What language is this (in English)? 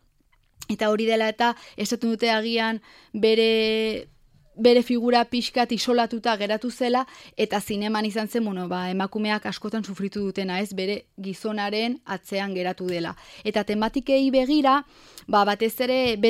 Basque